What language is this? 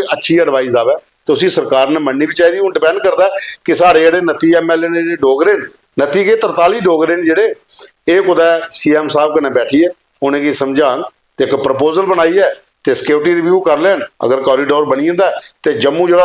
Dogri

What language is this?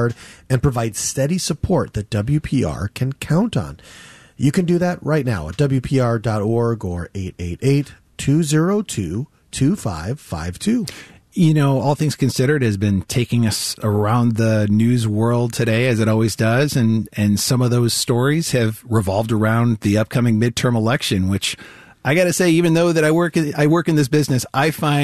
English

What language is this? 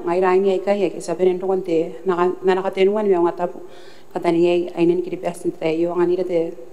Gilbertese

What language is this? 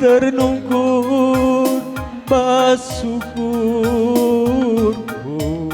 Batak Karo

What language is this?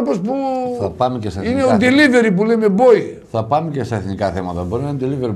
Greek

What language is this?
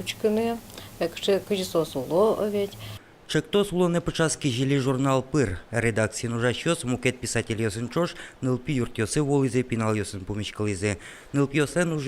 Udmurt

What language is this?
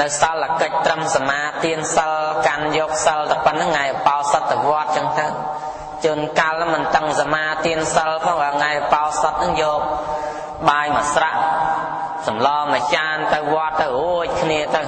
Khmer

